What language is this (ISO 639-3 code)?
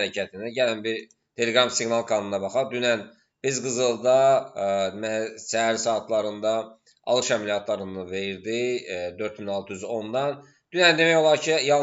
aze